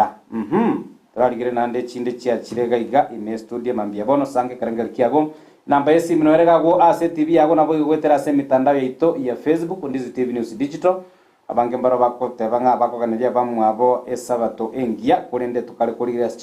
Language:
Gusii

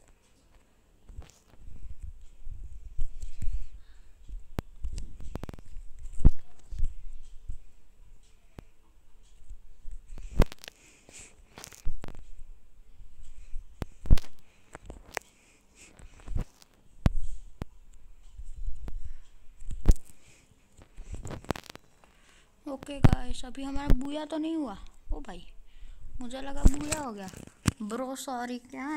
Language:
Hindi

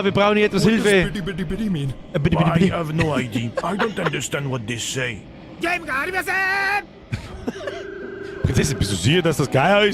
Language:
Bavarian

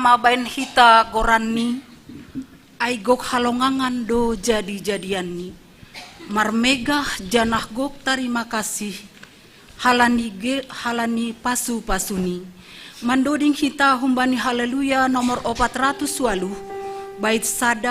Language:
Batak Simalungun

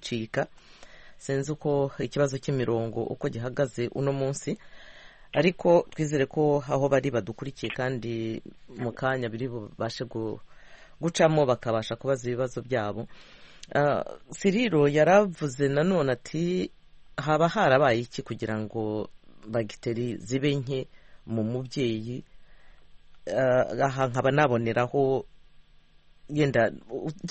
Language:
Kinyarwanda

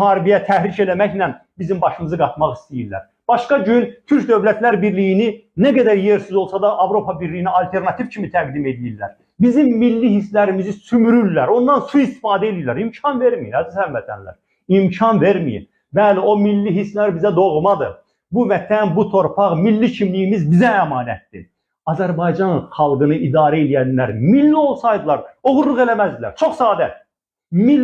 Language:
Azerbaijani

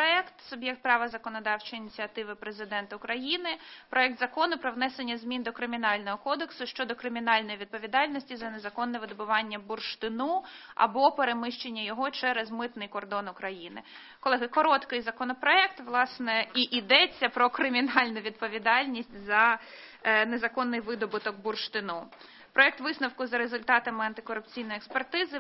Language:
Ukrainian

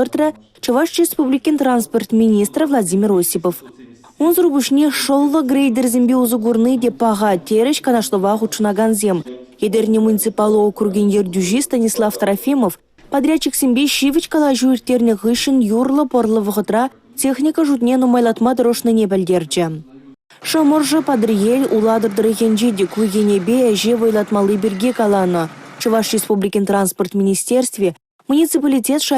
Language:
Chuvash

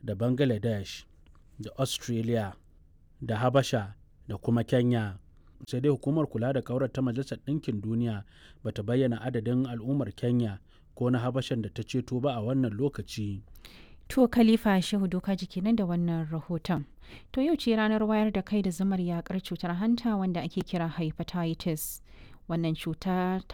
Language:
Hausa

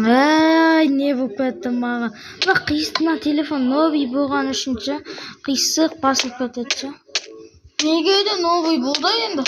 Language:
Kazakh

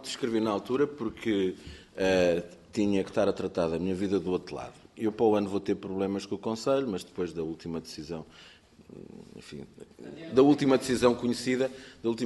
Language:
Portuguese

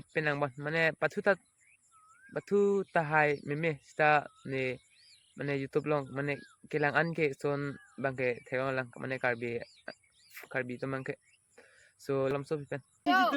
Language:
Karbi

